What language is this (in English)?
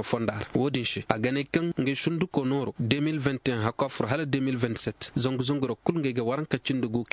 Koyraboro Senni